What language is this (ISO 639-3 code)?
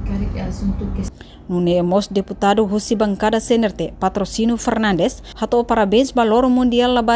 tet